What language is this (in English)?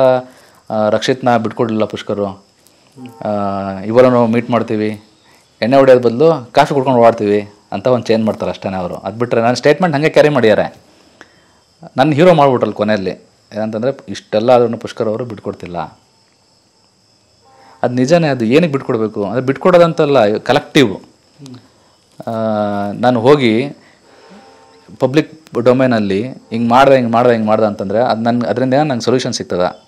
Kannada